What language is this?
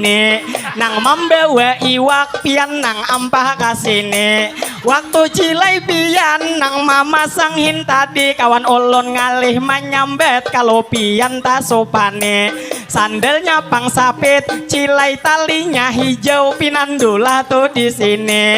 Banjar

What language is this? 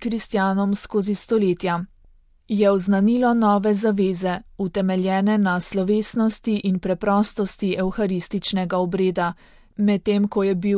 Slovenian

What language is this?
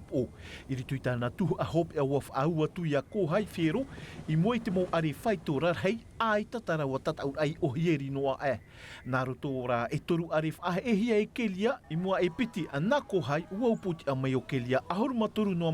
Tahitian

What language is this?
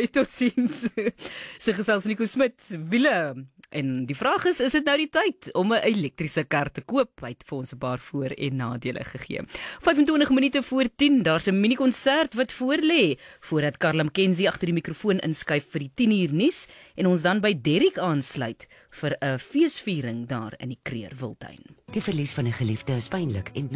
Afrikaans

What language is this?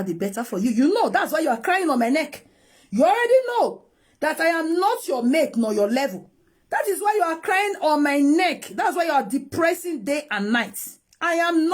Nigerian Pidgin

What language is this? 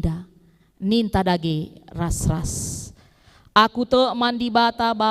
Batak Karo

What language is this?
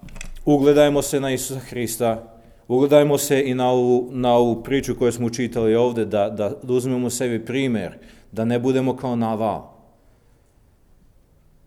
Serbian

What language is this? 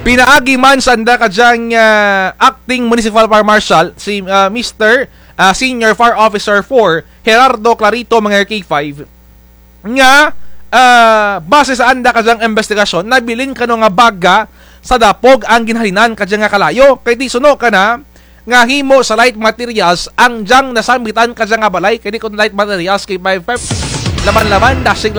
Kinaray-a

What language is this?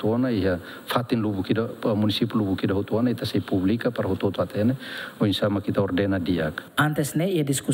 Tetum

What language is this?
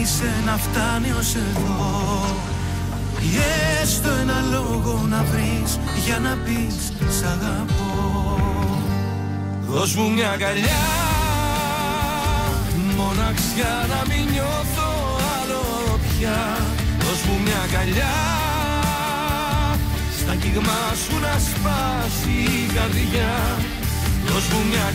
Greek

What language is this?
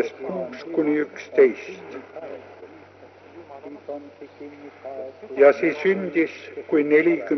Estonian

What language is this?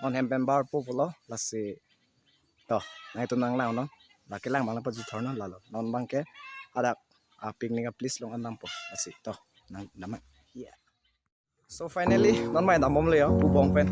Karbi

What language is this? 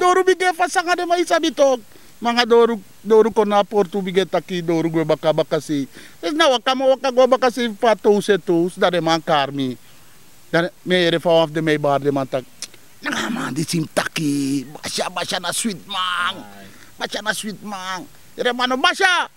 Sranan Tongo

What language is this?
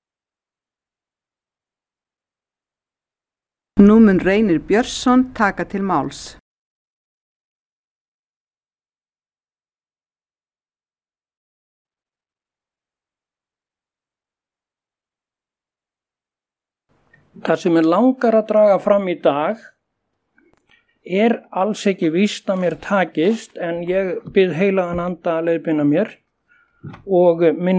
Icelandic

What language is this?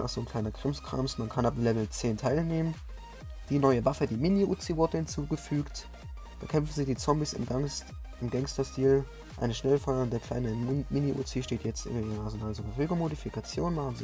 German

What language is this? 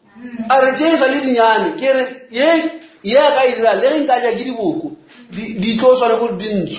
Northern Sotho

